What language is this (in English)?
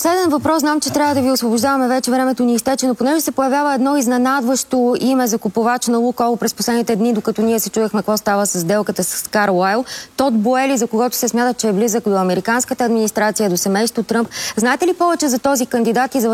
Bulgarian